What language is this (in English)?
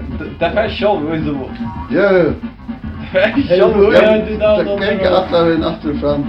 Faroese